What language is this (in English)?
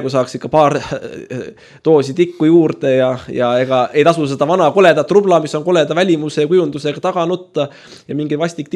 Estonian